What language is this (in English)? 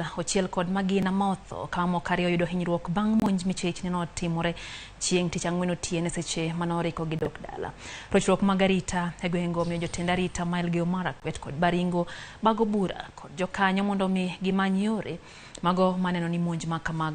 Luo (Kenya and Tanzania)